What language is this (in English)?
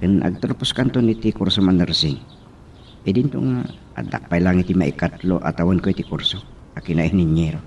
Iloko